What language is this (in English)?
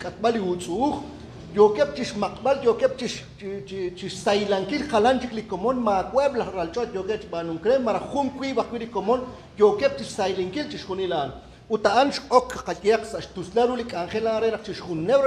Kekchí